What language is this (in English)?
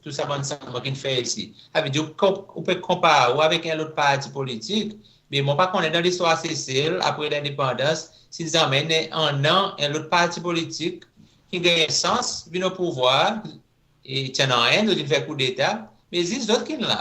Seselwa Creole French